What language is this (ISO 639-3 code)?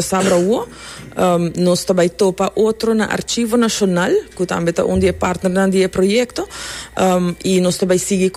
pap